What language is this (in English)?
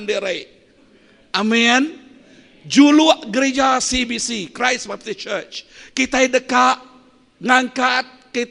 Iban